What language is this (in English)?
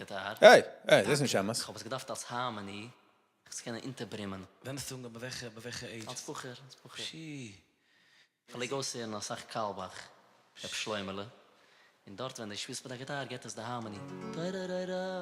Yiddish